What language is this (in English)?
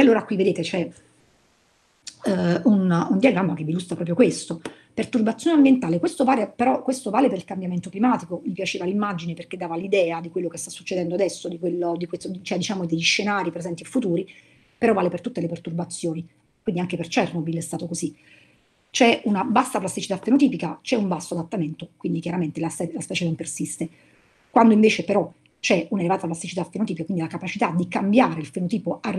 Italian